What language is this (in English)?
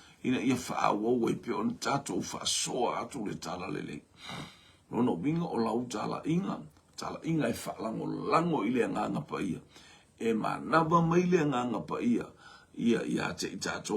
Samoan